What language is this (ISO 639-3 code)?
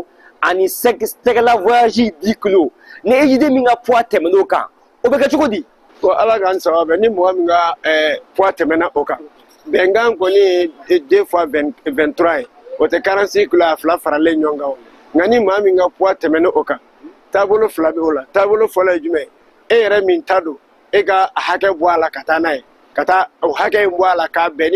bam